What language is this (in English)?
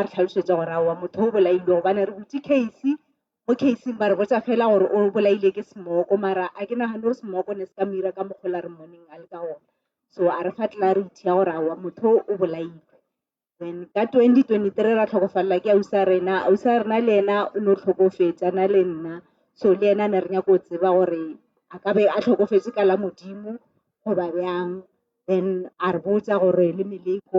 Northern Sotho